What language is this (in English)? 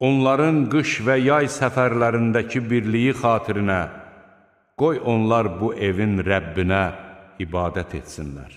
Azerbaijani